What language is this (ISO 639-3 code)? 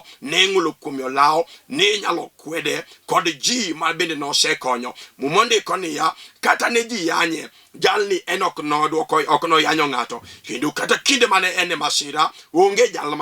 luo